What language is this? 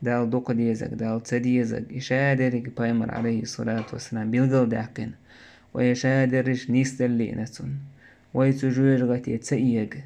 Chechen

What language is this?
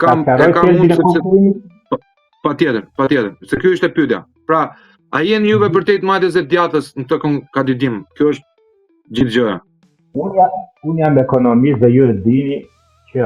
Albanian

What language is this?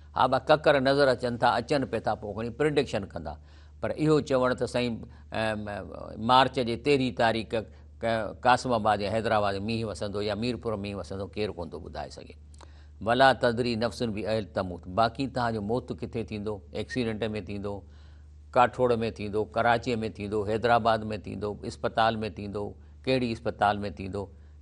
Sindhi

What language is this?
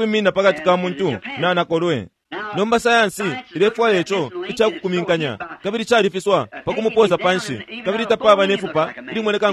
Bemba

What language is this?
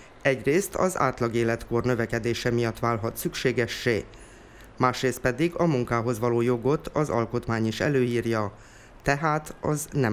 Hungarian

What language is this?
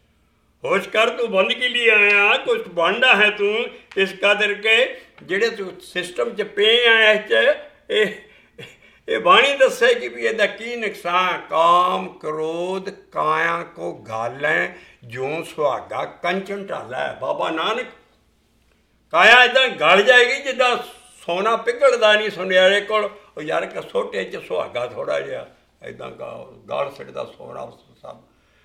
Punjabi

